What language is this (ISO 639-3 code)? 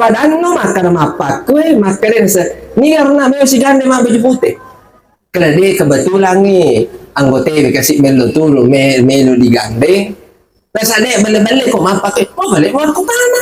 bug